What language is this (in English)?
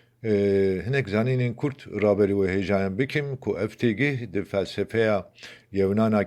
Kurdish